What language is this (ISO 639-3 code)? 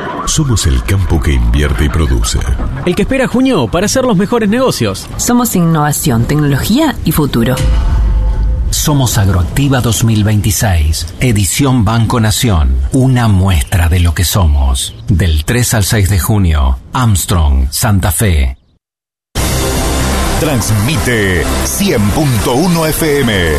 spa